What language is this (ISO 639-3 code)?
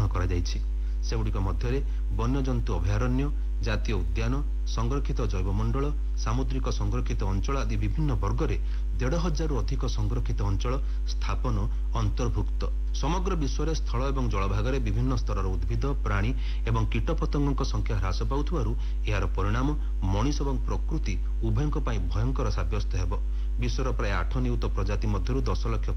ori